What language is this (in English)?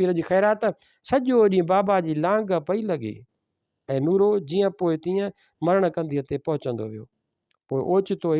Sindhi